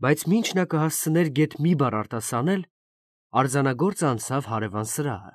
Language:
Armenian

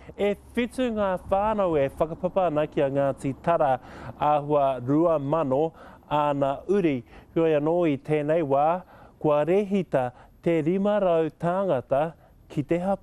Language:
Māori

